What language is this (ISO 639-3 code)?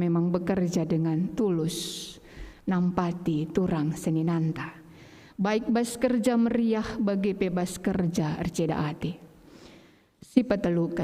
btx